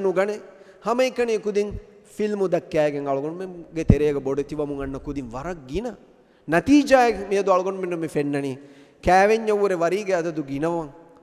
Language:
Divehi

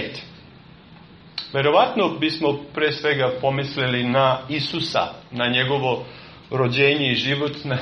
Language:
Serbian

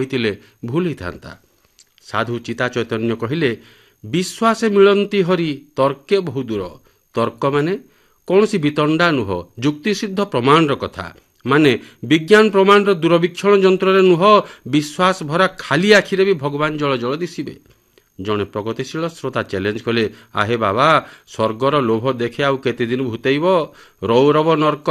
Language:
Odia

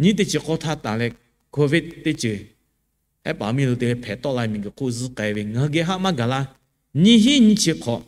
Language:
Lahu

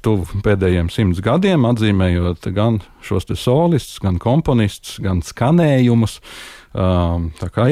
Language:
Latvian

